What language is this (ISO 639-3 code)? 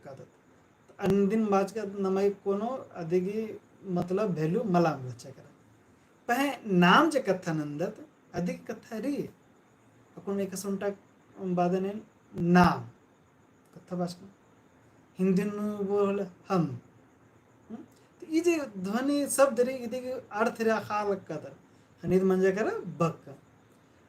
kru